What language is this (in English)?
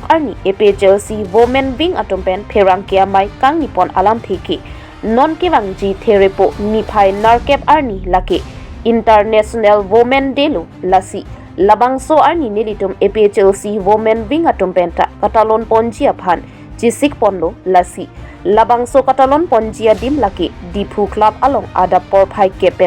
Karbi